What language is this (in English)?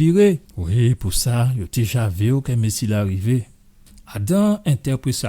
Guadeloupean Creole French